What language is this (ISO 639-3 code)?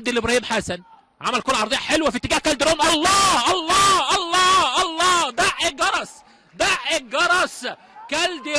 arz